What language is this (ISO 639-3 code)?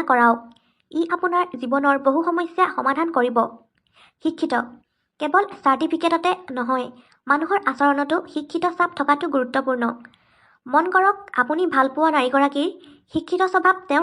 asm